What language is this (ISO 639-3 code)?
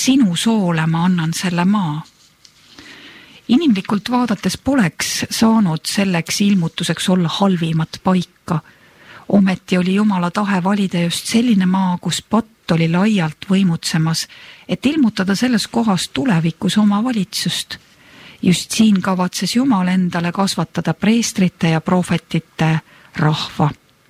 est